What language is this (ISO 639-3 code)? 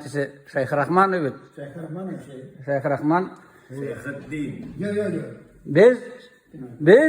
tat